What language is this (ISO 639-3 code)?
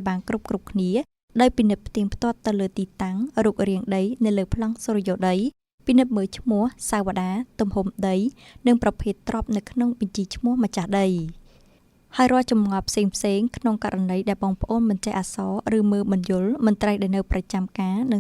khm